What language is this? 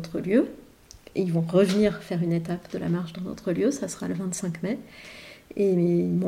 French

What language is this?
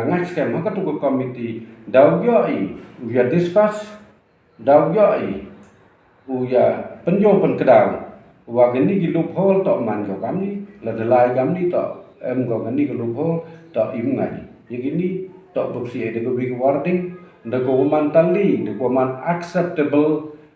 Pnar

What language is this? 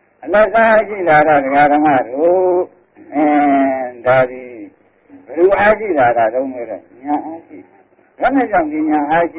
Burmese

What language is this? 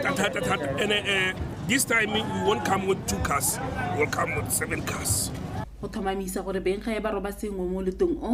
Tswana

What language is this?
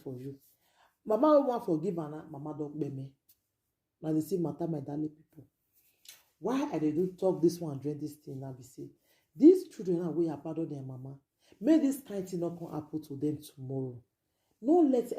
Nigerian Pidgin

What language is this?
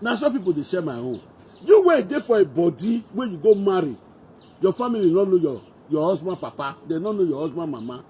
Nigerian Pidgin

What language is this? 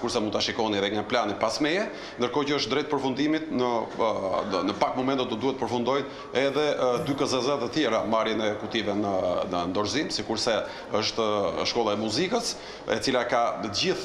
Albanian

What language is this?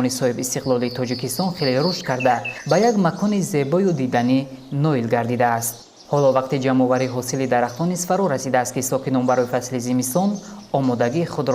Tajik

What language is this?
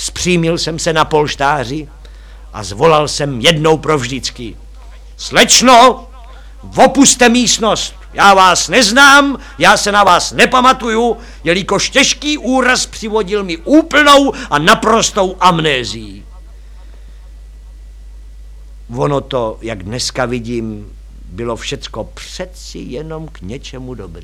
Czech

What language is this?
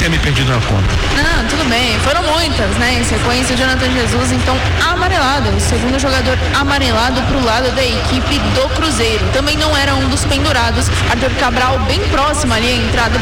Portuguese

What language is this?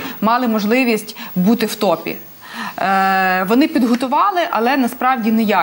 Ukrainian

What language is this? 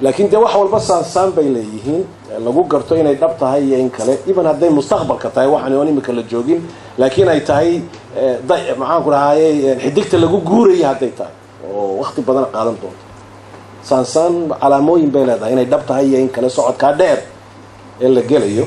Somali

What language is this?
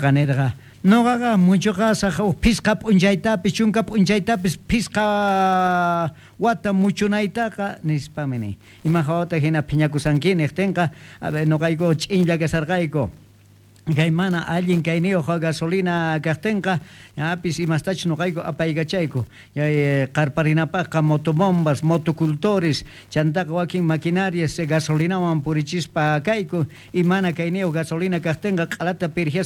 South Bolivian Quechua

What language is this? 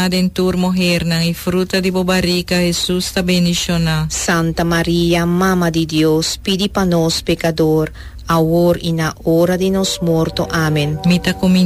Papiamento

